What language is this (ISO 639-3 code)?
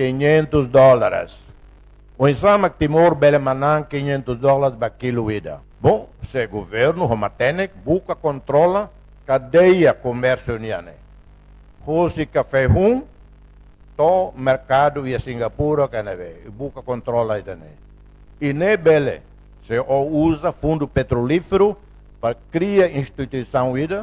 tet